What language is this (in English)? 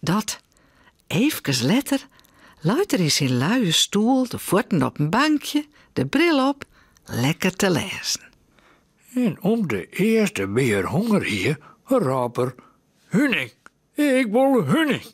Western Frisian